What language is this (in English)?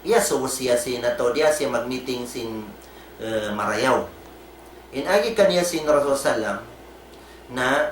Tausug